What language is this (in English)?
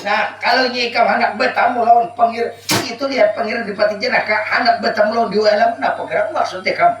Banjar